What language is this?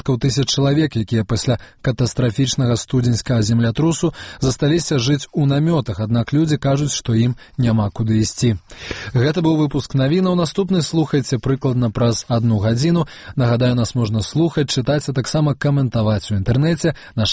Belarusian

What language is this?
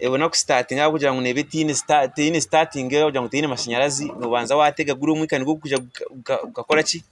Nyankole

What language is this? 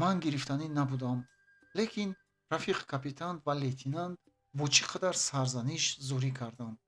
Tajik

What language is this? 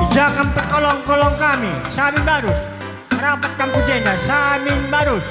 Batak Karo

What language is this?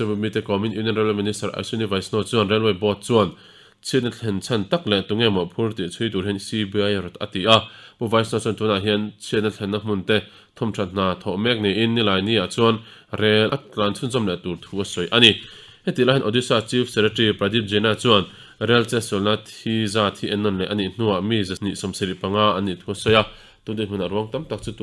Mizo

